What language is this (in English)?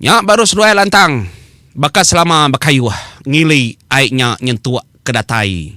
Iban